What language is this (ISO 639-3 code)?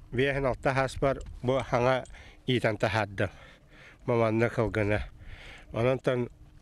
sah